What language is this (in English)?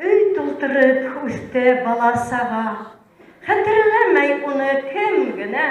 Bashkir